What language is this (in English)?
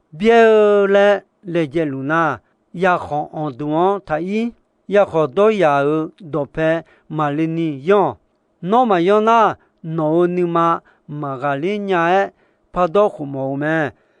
Akha